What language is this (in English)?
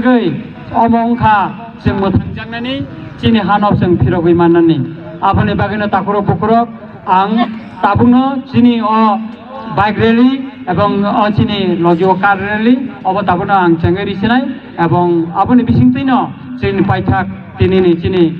Kok Borok